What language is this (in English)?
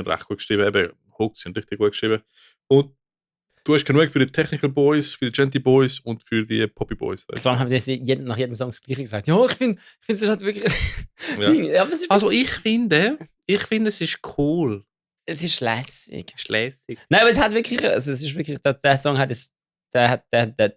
Swiss German